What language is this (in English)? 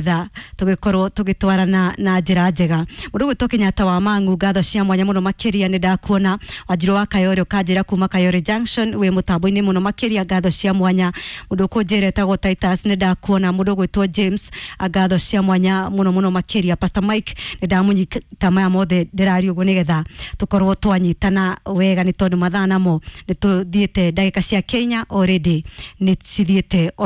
Kikuyu